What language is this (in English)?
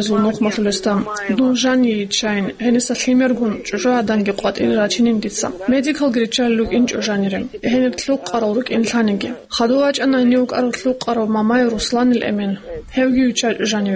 Avaric